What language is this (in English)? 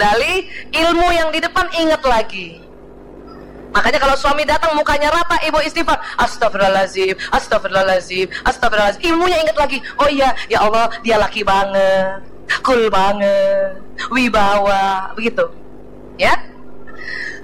Indonesian